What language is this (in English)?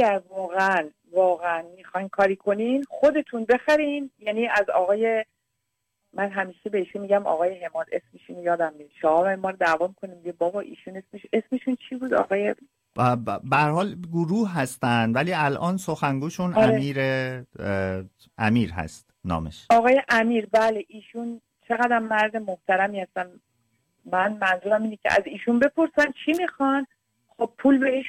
Persian